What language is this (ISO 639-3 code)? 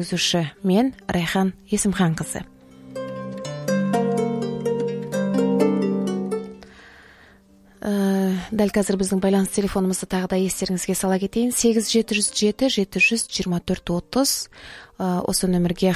kaz